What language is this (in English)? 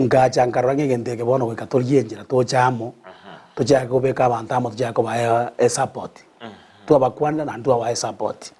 Gusii